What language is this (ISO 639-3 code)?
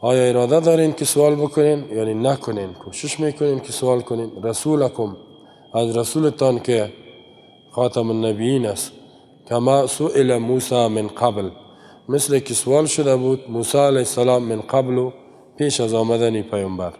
fas